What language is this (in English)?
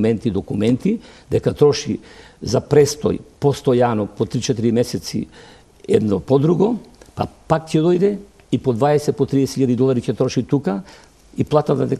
Macedonian